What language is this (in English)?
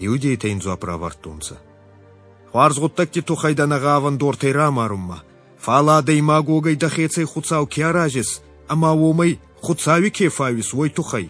Ossetic